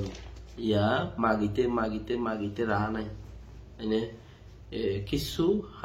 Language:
Rohingya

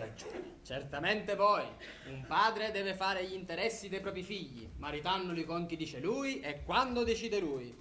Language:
Sicilian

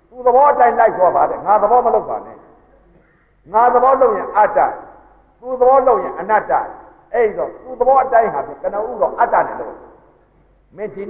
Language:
Burmese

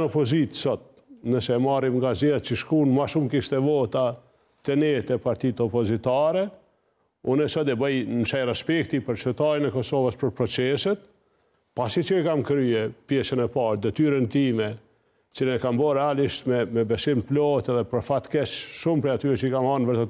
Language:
Albanian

